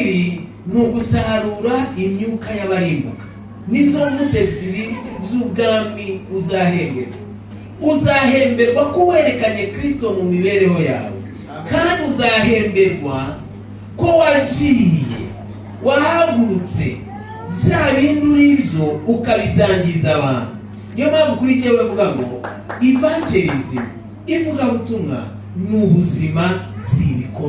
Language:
Kinyarwanda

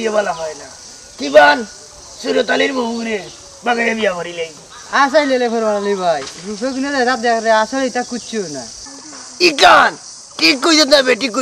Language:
Sylheti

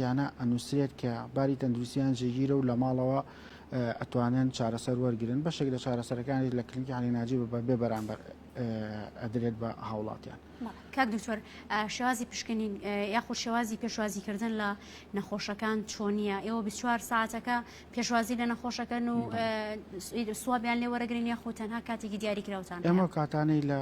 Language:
Central Kurdish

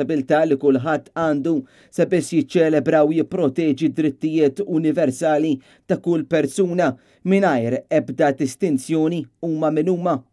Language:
Maltese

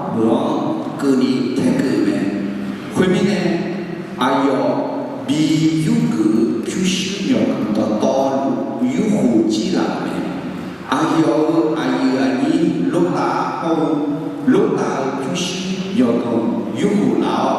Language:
Akha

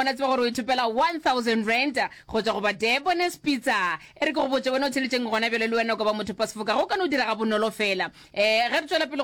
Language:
Northern Sotho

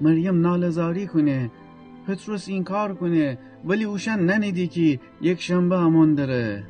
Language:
Gilaki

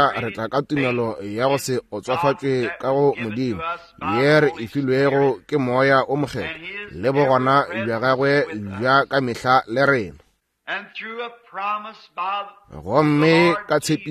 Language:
Northern Sotho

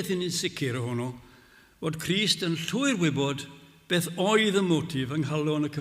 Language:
Welsh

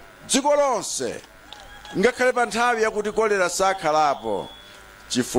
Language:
Nyanja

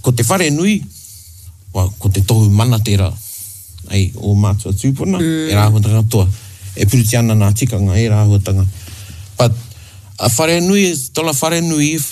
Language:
Māori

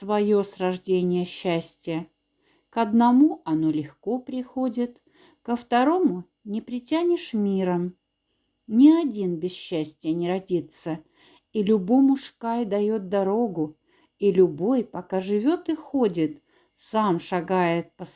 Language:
Moksha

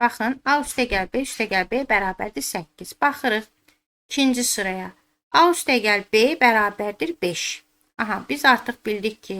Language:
Azerbaijani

